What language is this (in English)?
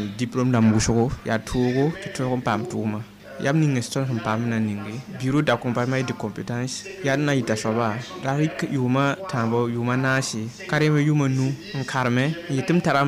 Mossi